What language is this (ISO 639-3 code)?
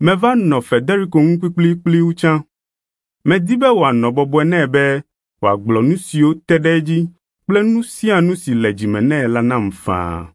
ewe